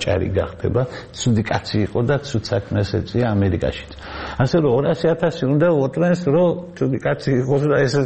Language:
Georgian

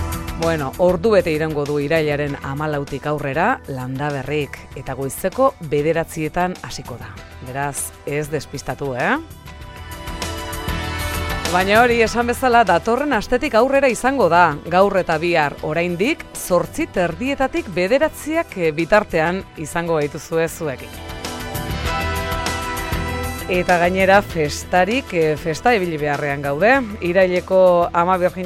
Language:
Basque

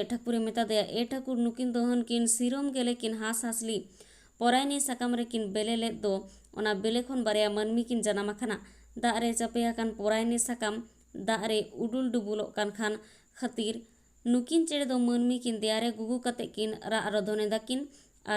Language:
Santali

